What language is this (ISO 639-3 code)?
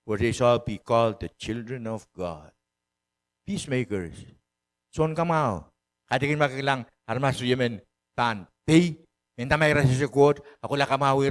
pon